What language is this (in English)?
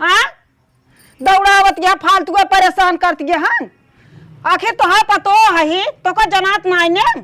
Awadhi